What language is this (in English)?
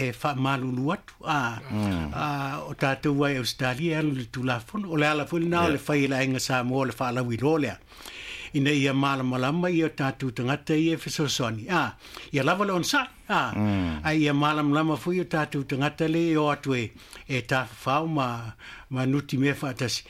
Samoan